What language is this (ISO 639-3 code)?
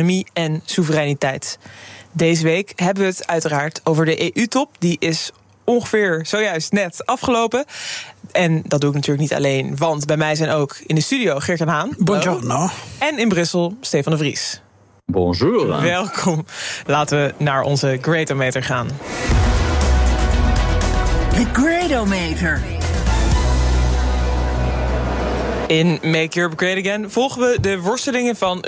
nld